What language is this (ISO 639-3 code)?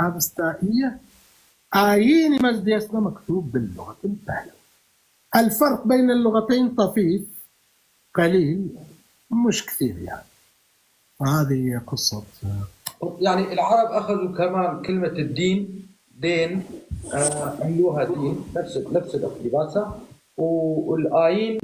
apc